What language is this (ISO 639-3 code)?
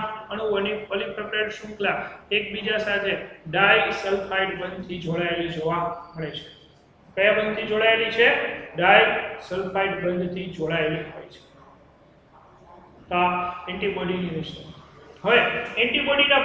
guj